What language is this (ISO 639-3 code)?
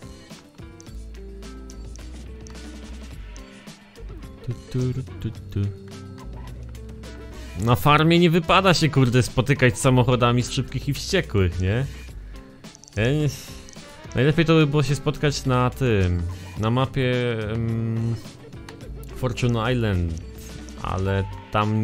pol